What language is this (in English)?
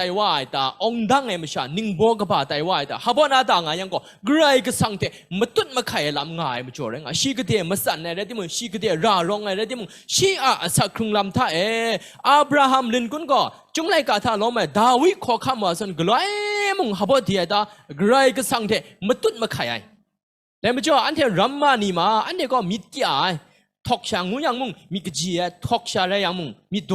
Kachin